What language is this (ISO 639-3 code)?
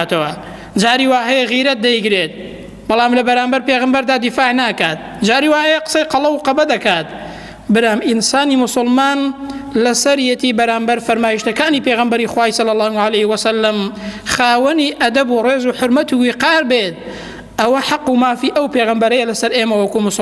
ckb